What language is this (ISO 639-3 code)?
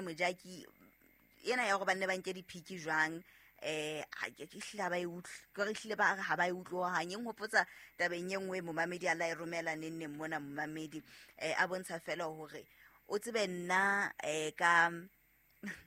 sot